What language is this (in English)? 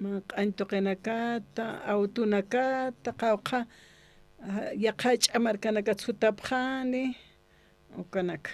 Aymara